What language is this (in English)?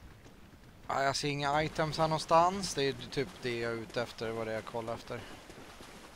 Swedish